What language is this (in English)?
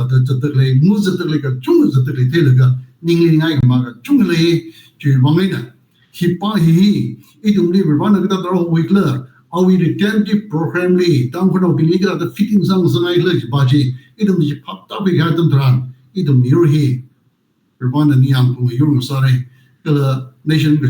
Tangkhul Naga (India)